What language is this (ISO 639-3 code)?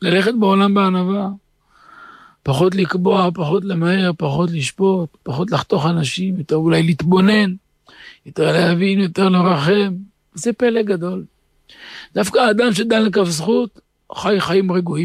heb